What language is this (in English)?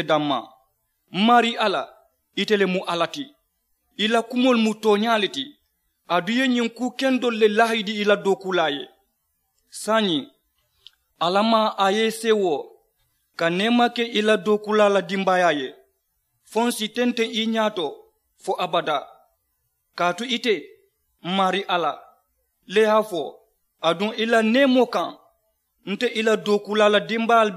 Mandingo